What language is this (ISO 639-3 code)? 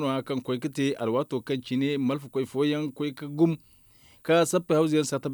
dje